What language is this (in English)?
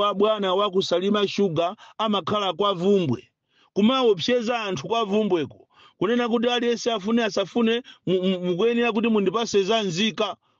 Nyanja